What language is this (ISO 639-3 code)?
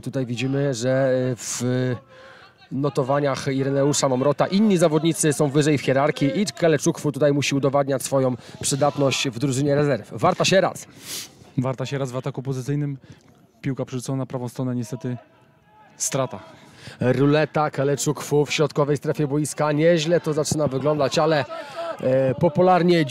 pol